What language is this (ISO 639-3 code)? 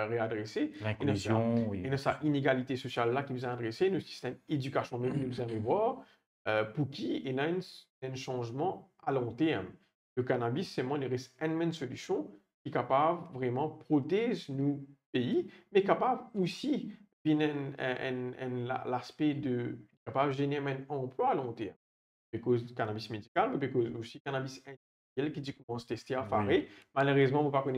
mfe